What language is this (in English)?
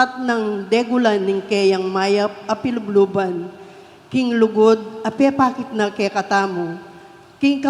Pampanga